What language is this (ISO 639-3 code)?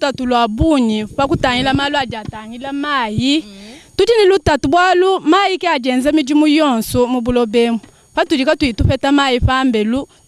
lua